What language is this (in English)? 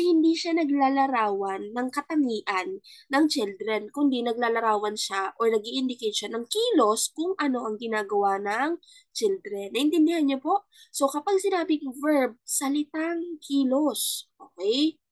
Filipino